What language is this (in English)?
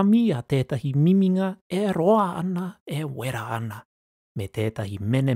Māori